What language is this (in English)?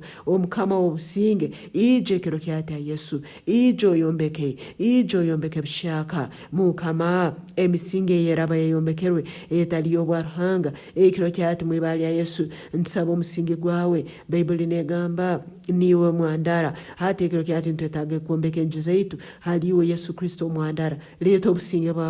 Nyankole